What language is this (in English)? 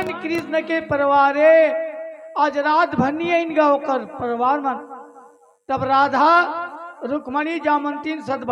Chhattisgarhi